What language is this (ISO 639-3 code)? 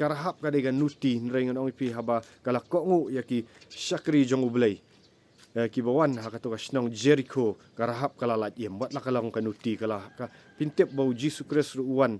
kha